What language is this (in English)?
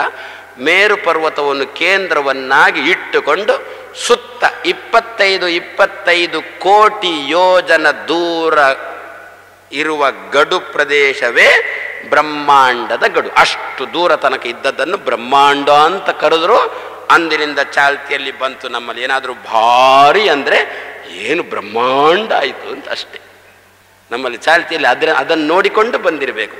Kannada